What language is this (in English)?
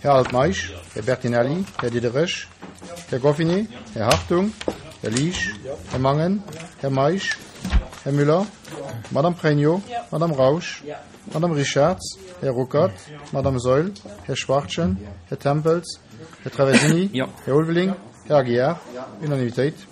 Luxembourgish